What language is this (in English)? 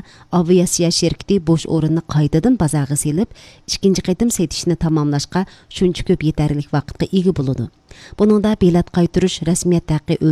Uyghur